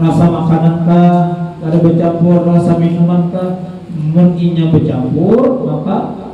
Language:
Banjar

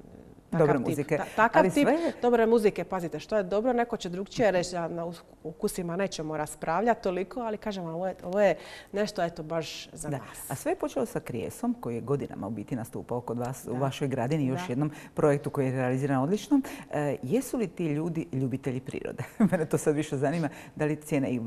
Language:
Croatian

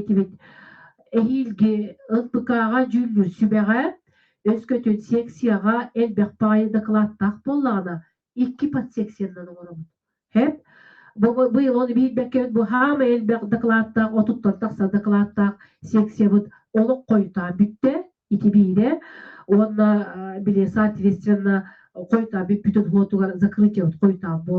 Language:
Yakut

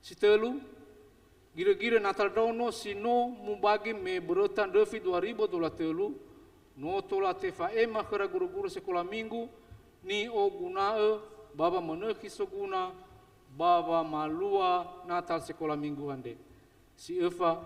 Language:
Nias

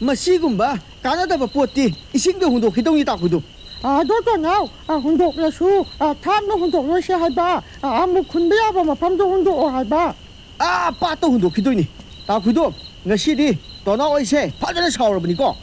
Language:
Manipuri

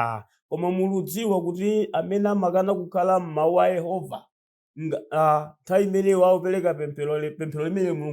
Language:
Nyanja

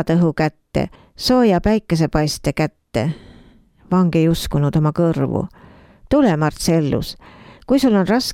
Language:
Estonian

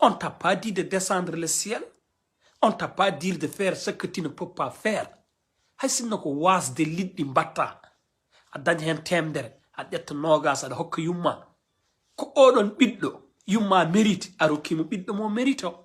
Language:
Fula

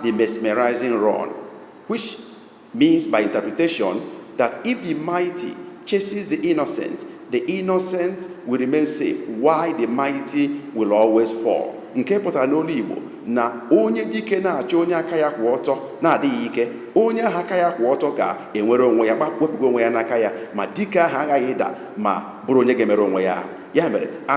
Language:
Igbo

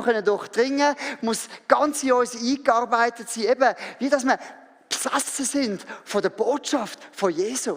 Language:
Swiss German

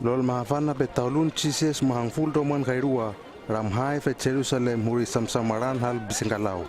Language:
Hano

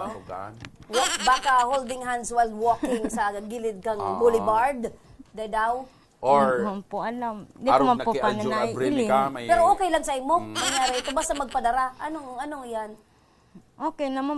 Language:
Bikol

